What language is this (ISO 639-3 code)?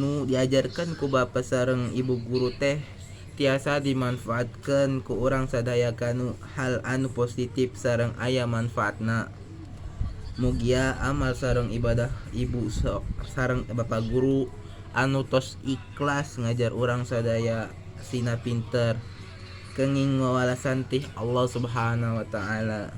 sun